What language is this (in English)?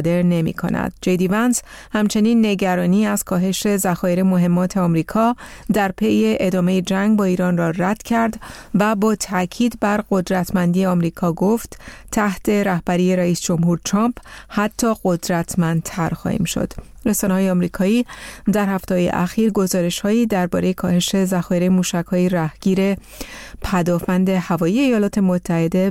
Persian